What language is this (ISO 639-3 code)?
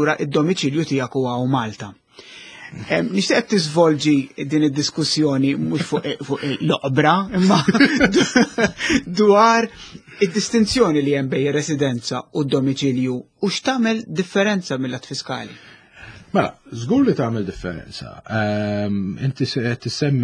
mlt